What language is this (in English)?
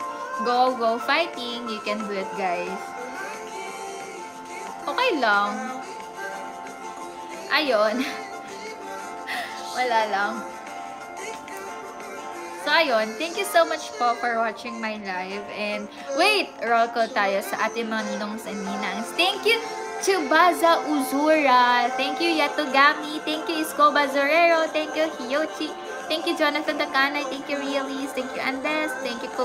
Filipino